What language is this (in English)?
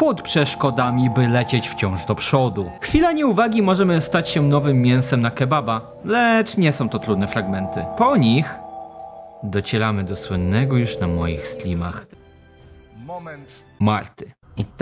Polish